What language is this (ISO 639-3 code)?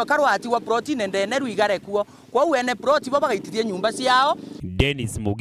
mer